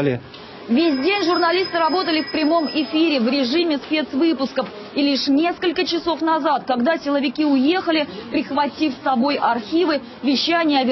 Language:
Russian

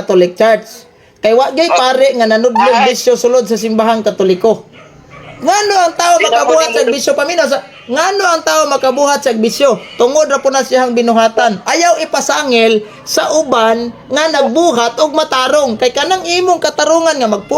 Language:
Cebuano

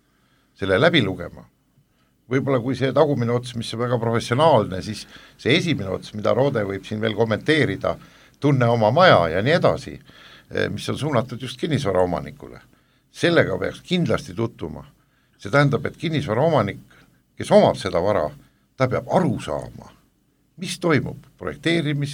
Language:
Estonian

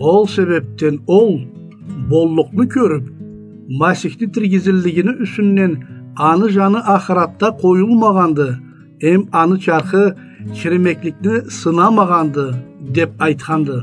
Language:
Karachay-Balkar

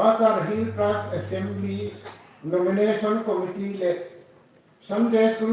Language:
Hmar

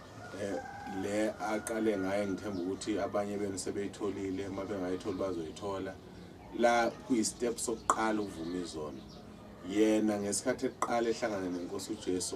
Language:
Zulu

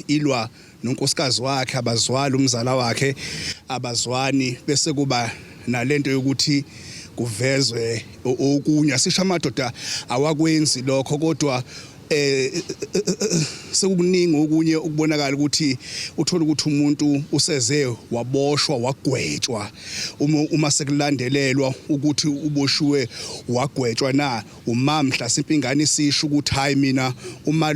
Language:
Zulu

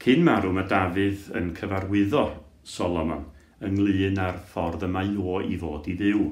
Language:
Welsh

